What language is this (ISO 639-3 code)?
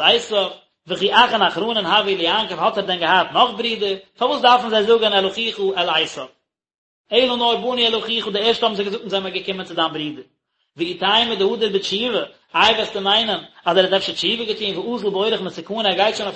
yid